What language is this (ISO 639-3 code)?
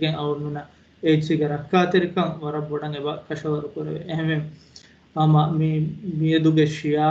div